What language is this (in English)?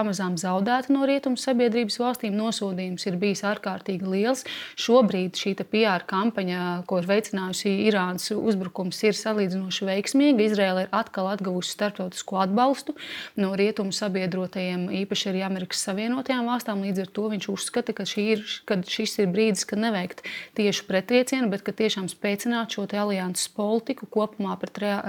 Latvian